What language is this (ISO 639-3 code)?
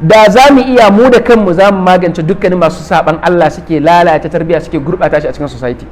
hau